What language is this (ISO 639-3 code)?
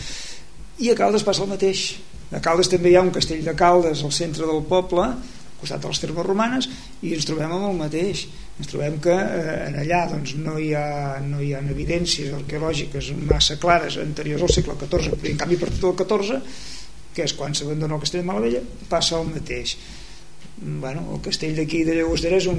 cat